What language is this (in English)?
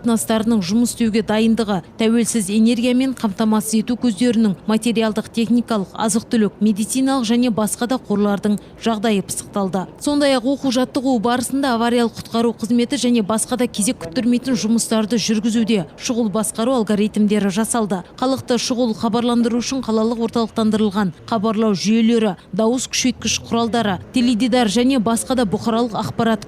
Kazakh